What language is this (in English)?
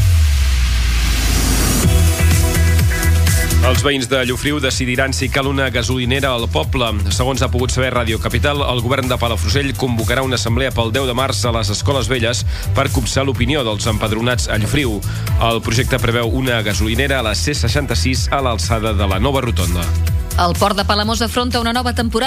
Catalan